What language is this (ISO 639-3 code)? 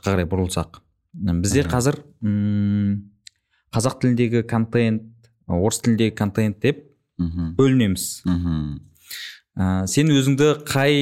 kaz